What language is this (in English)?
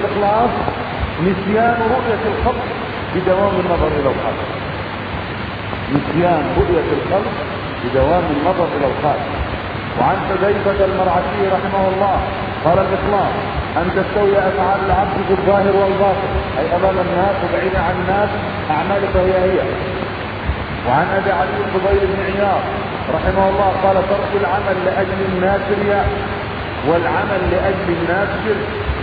Arabic